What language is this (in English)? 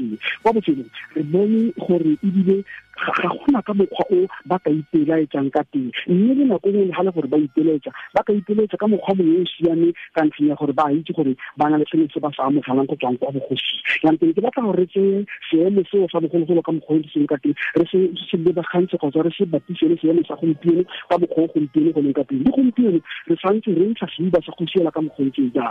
Tswana